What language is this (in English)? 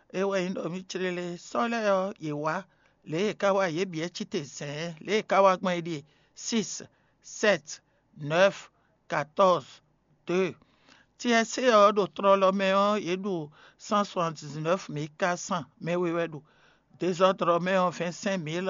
Fon